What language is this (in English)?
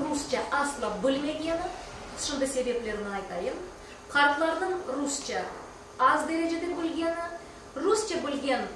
Crimean Tatar